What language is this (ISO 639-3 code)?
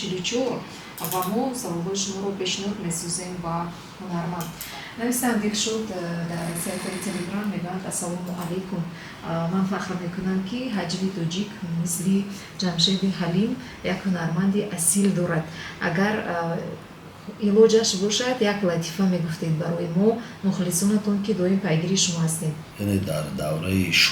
tgk